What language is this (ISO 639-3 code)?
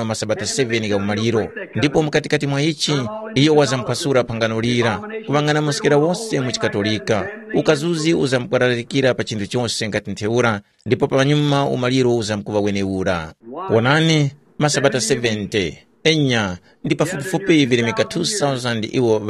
tum